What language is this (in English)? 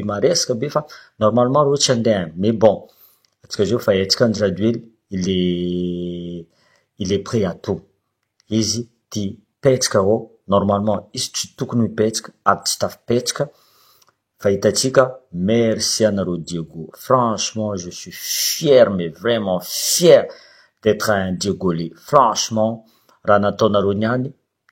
Malagasy